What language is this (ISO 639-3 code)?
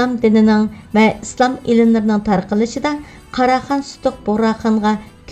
uig